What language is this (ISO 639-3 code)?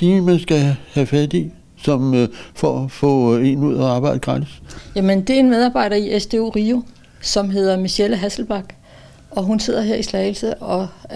dan